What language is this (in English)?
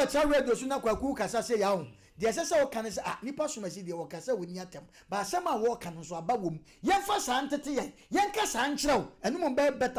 Akan